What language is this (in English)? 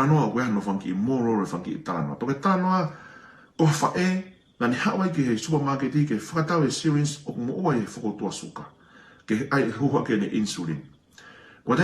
Tongan